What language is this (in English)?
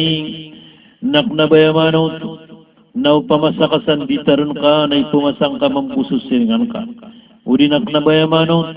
Maranao